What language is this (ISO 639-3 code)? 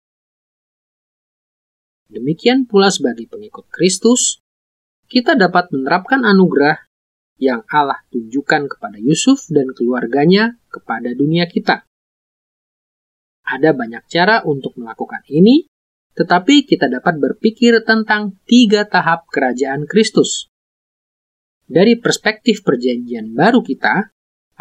ind